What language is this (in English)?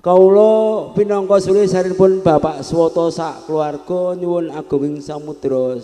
Javanese